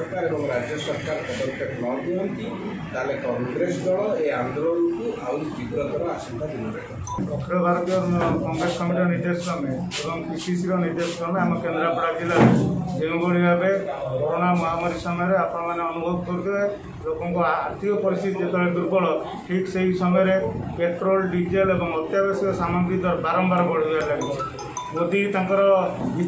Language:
Odia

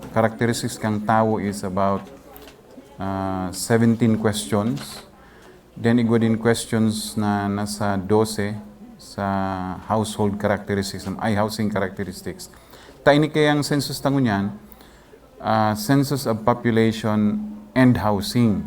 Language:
Bikol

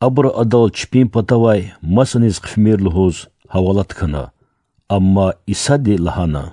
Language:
Lezghian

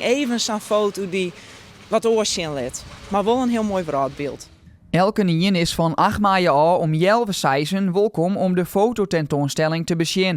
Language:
Western Frisian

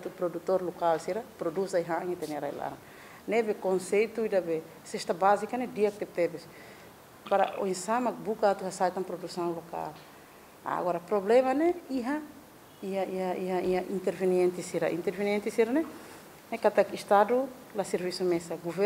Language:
Tetum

